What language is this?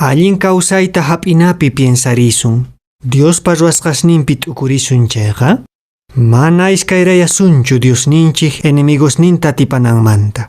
Quechua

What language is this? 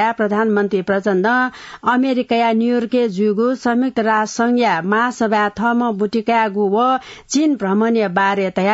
Newari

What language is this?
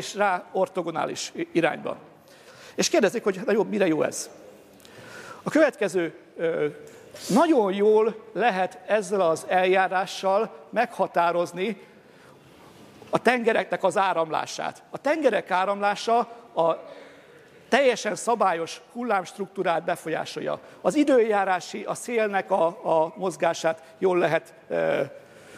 Hungarian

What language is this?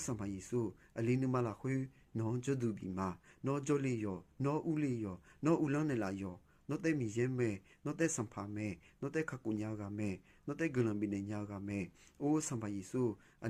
Akha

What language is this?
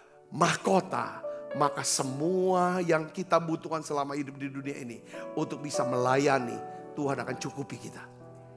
Indonesian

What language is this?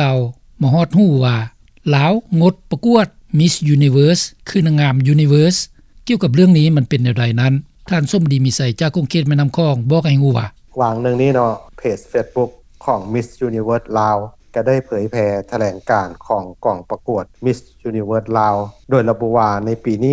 Lao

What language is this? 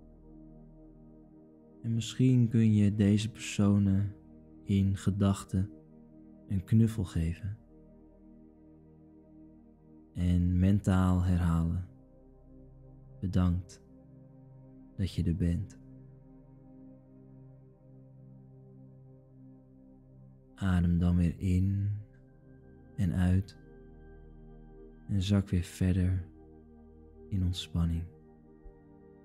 Dutch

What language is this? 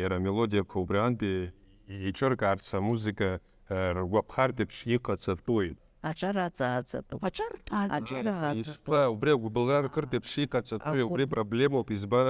Abkhazian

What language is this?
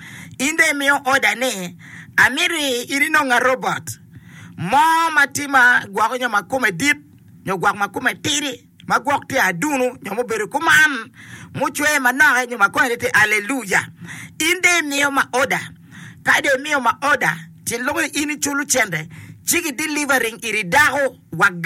Acoli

